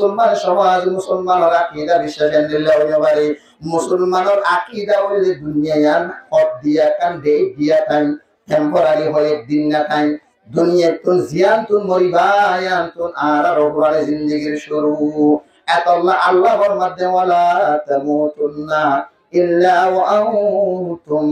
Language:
Rohingya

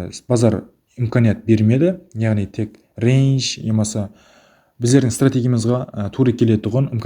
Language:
Kara-Kalpak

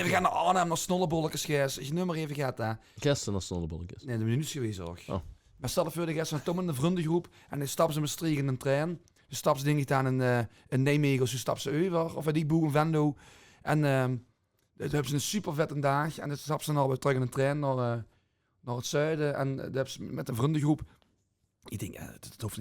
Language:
Limburgish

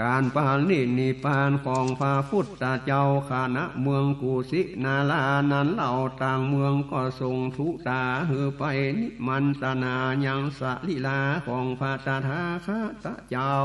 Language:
Northern Thai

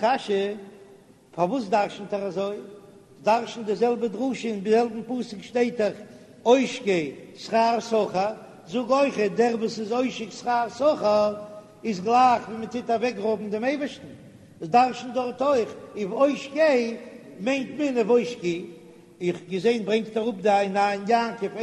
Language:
Yiddish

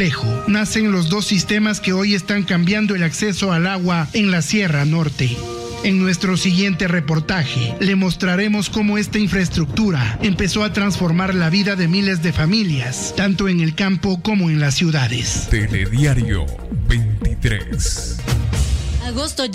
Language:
Spanish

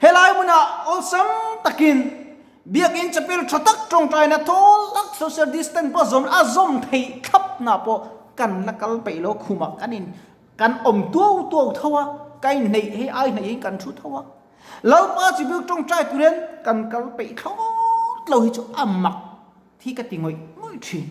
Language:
Mizo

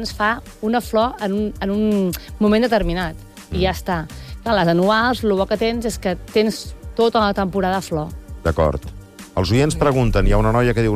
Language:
Catalan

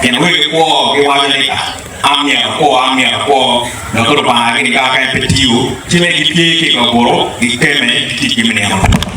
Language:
Acoli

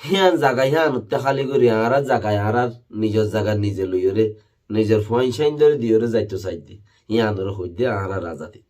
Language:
Rohingya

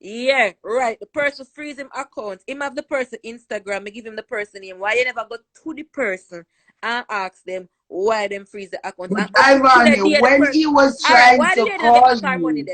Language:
Jamaican Creole English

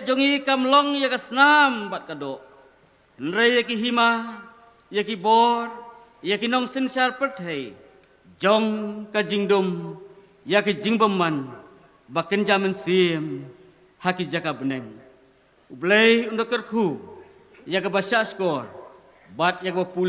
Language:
Khasi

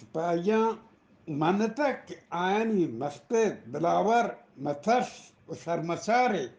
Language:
Eastern Balochi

